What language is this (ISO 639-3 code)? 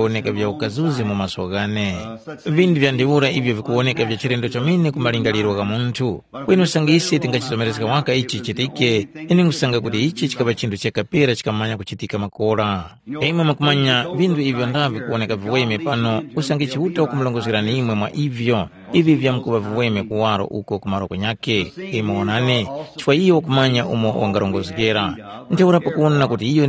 tum